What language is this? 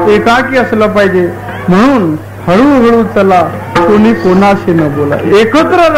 Marathi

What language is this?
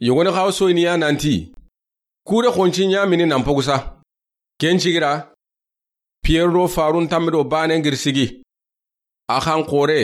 Soninke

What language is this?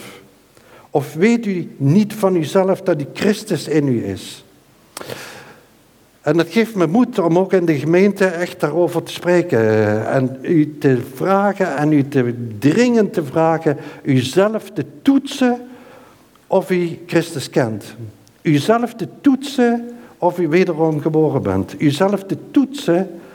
Dutch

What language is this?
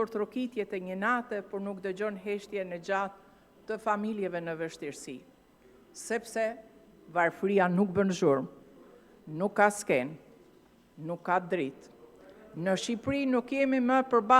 Albanian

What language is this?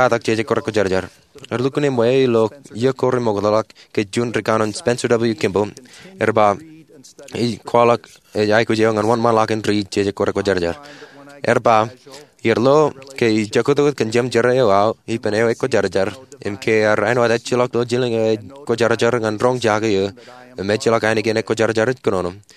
Marshallese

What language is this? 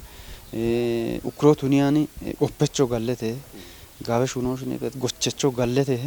Kafa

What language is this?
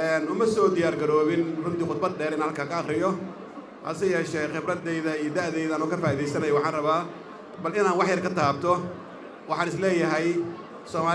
Somali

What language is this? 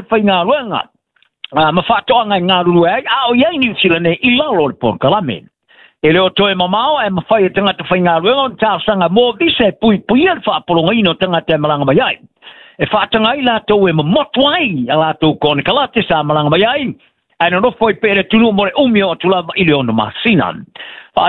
Samoan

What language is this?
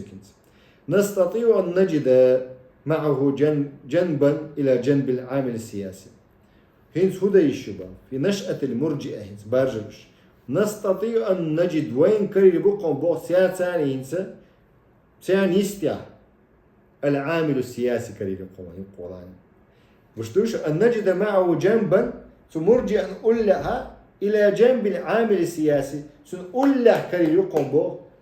Chechen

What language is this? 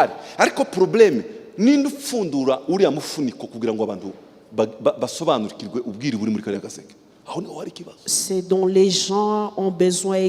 Kinyarwanda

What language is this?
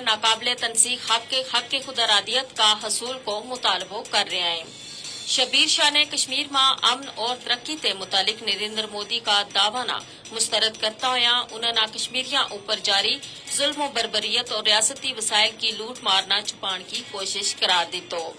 Gujari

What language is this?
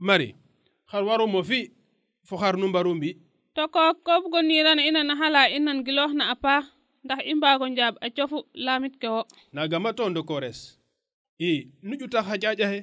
Serer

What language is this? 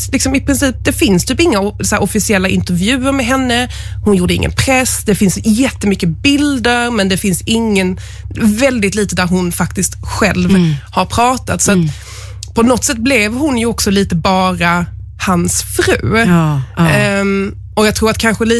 Swedish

